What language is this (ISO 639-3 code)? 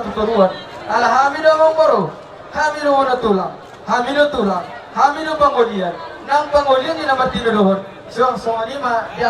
bbc